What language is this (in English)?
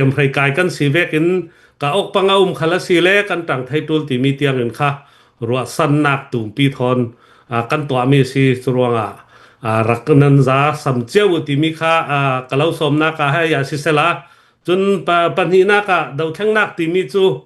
Hakha Chin